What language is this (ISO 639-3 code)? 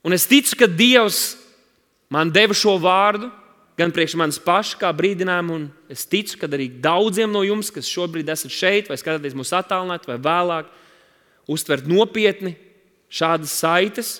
lav